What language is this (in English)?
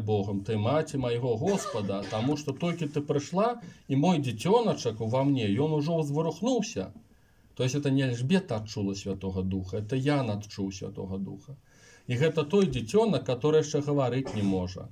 Belarusian